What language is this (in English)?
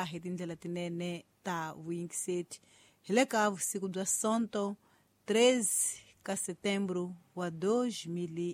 Tsonga